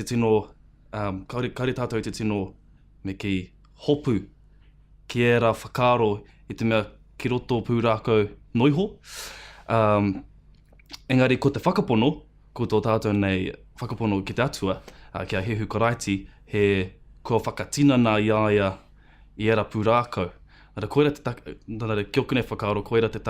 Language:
Māori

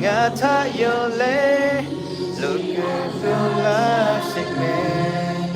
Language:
Lahu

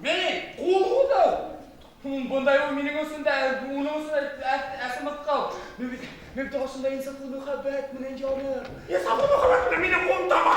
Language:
Bashkir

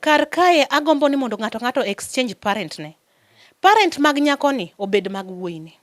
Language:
Luo (Kenya and Tanzania)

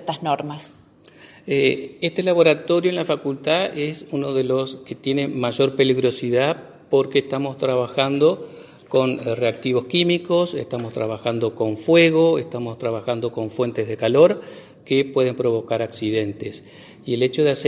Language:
Spanish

